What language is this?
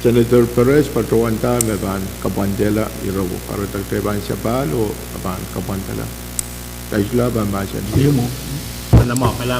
Pohnpeian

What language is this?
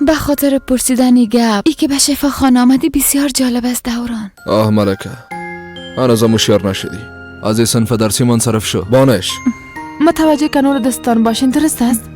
Persian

